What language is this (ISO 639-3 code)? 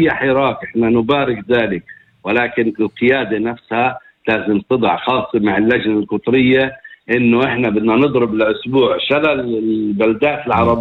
apc